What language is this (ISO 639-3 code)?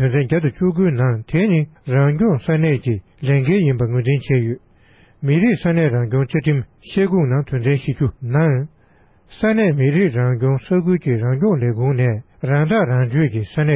bod